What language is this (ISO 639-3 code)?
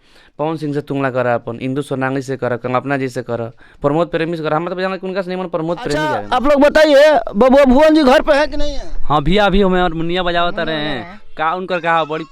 bho